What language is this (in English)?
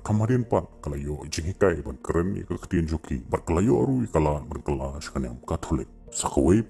Khasi